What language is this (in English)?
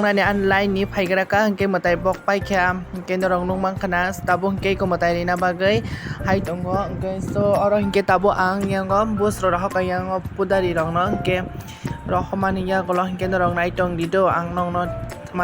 Kok Borok